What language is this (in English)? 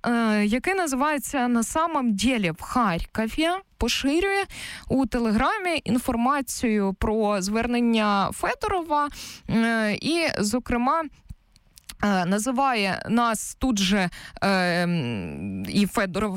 Ukrainian